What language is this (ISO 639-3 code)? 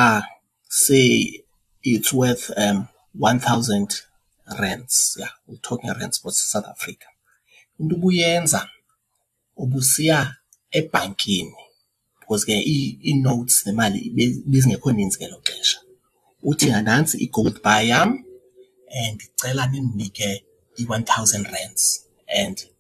xho